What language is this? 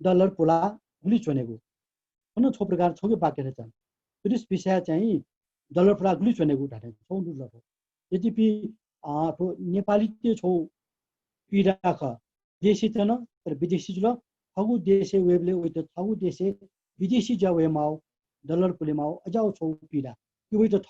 Newari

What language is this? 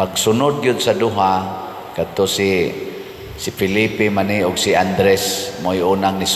Cebuano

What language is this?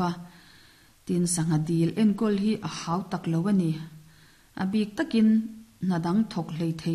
Mizo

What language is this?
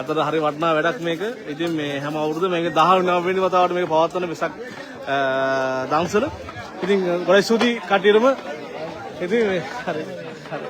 Sinhala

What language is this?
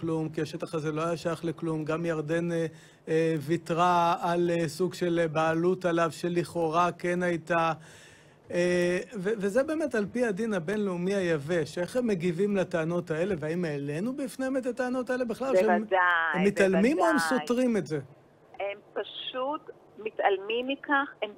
Hebrew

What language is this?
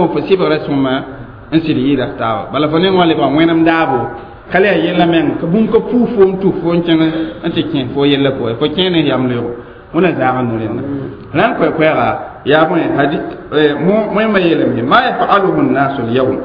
Mossi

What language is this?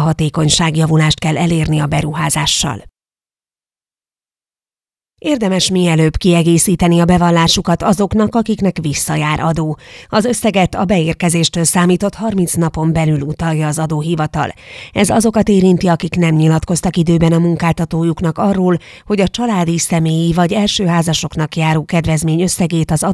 Hungarian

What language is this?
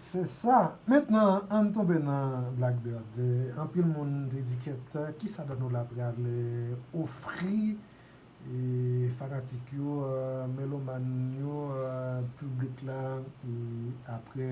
Haitian Creole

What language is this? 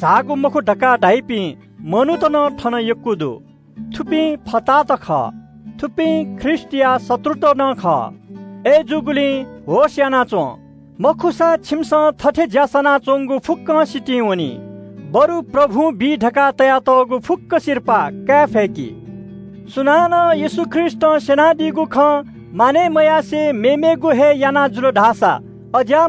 Newari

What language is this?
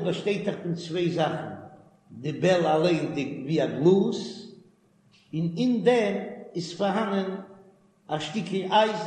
Yiddish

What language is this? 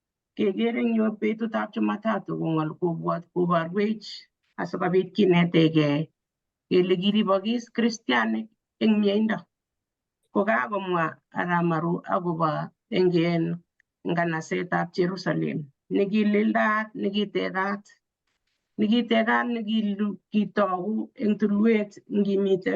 Kalenjin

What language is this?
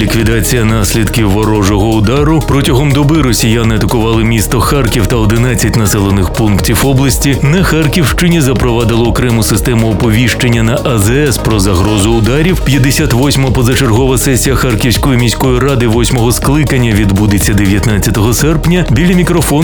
Ukrainian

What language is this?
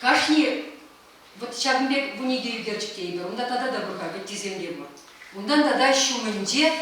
Chuvash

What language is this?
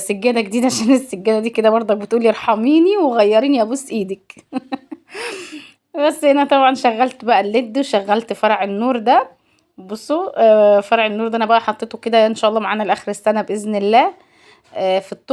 Egyptian Arabic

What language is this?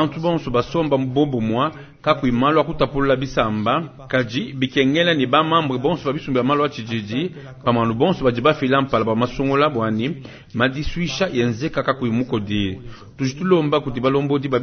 Luba-Lulua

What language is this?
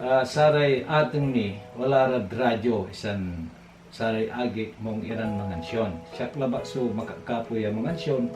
Pangasinan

